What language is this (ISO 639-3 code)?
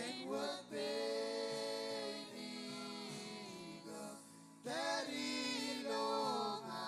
mah